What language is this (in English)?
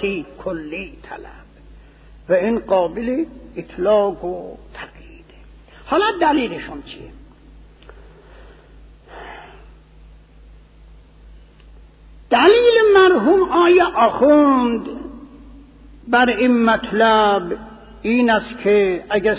Persian